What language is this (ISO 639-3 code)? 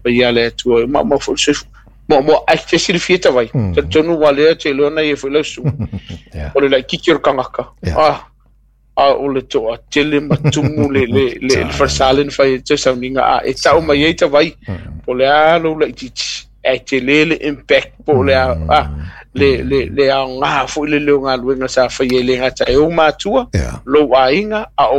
smo